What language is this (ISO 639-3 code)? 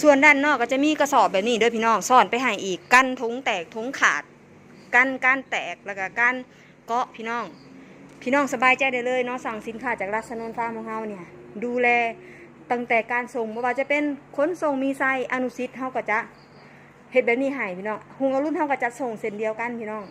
tts